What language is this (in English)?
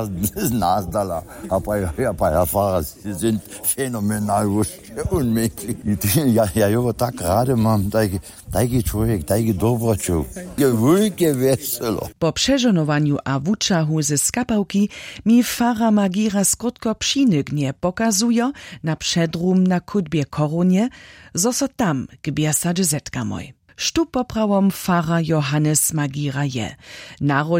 Upper Sorbian